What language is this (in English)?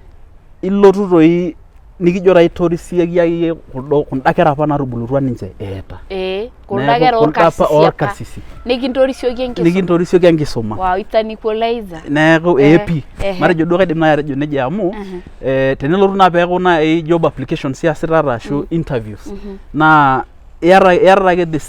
Masai